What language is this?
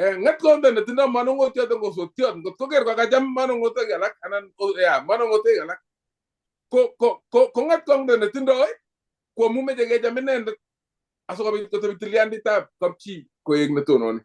Kalenjin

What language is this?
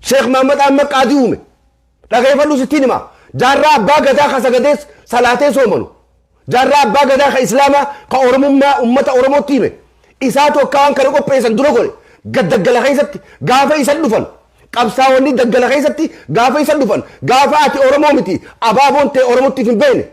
Oromo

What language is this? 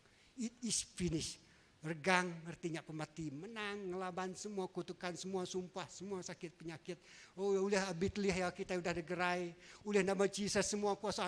Iban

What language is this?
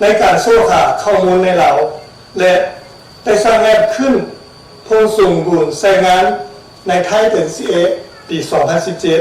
Lao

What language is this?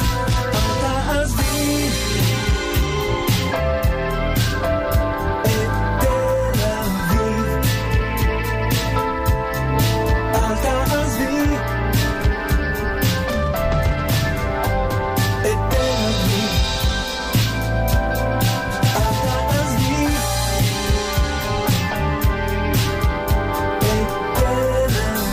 Hebrew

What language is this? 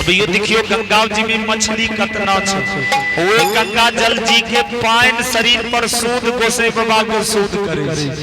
Angika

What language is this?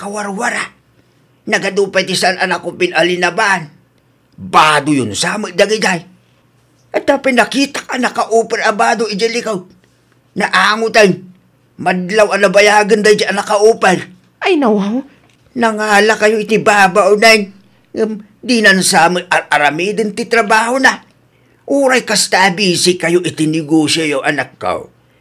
Iloko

